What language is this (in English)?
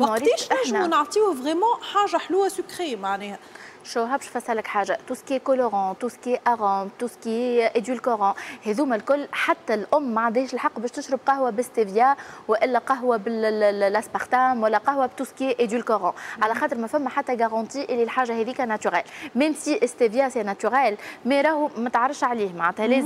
Tunisian Arabic